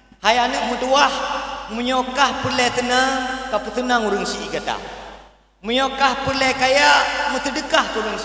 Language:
Achinese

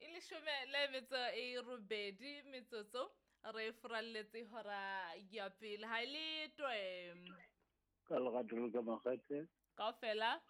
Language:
Southern Sotho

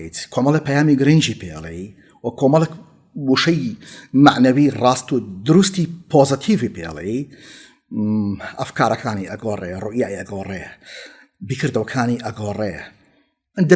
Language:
Central Kurdish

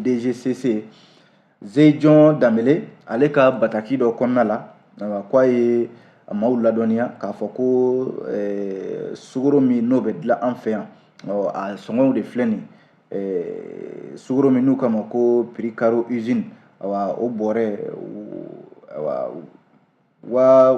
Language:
Bambara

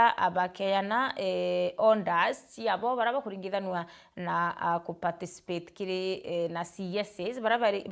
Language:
Meru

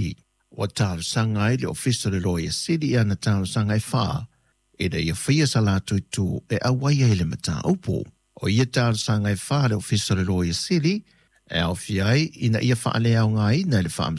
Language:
Samoan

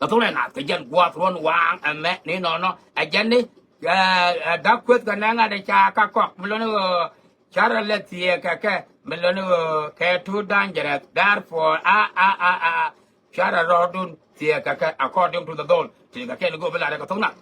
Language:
Nuer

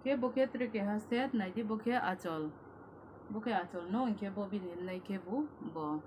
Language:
Kok Borok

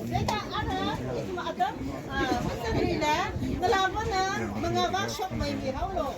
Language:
Tangkhul Naga (India)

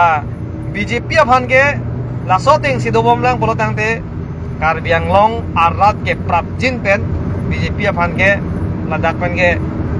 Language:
Karbi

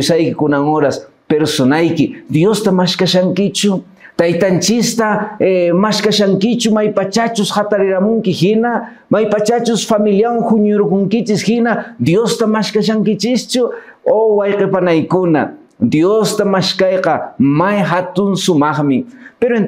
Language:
Quechua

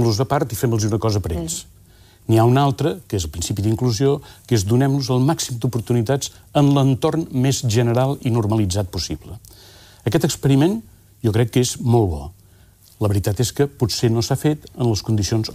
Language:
Catalan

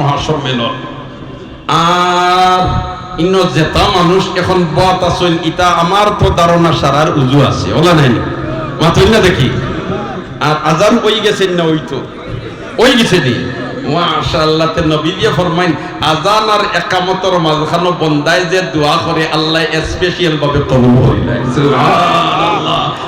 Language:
Sylheti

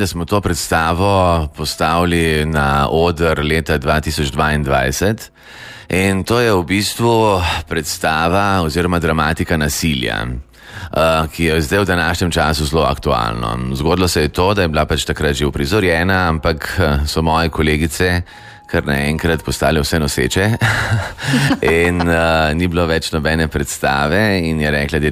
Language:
Slovenian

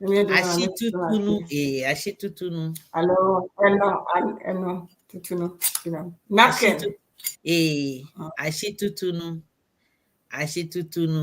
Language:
Ewe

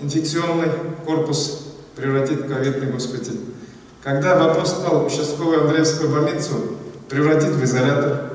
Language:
Russian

